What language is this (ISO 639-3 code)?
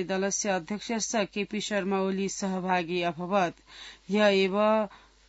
san